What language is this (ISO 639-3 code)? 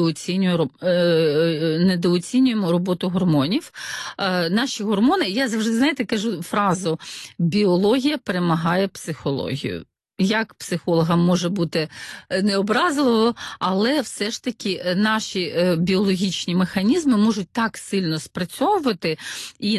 ukr